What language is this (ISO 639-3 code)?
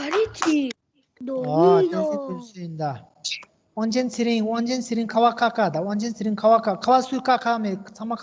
bod